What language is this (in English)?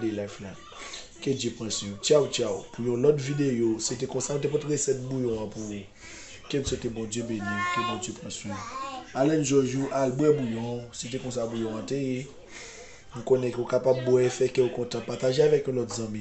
Haitian Creole